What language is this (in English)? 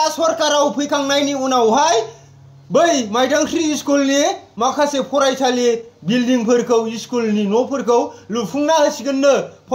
Bodo